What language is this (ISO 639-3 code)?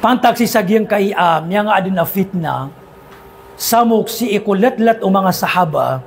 mrw